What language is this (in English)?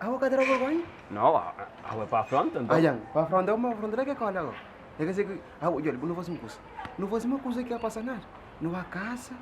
Kabuverdianu